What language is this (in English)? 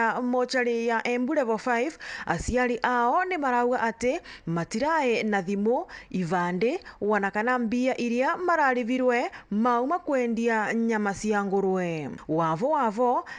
Meru